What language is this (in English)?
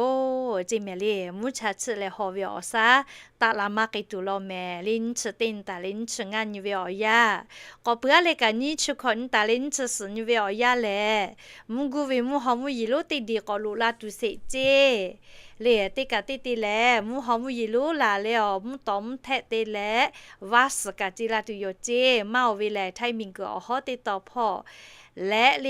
Lahu